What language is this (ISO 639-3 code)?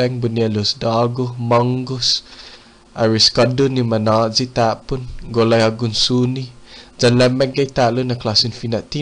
cha